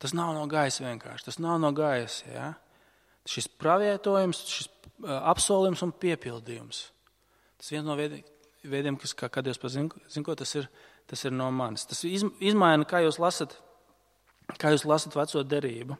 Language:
Latvian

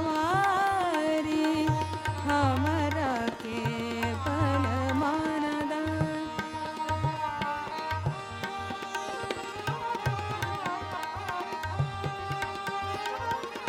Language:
Bhojpuri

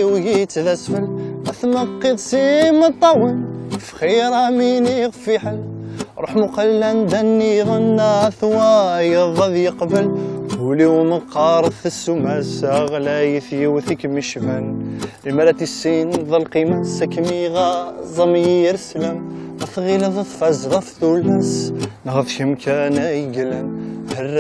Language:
Kabyle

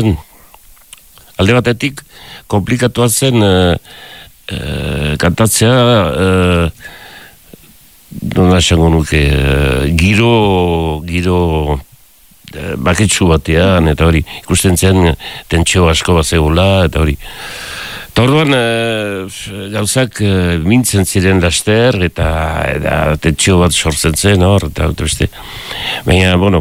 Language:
Basque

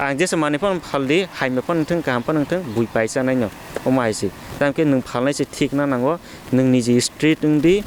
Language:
Kok Borok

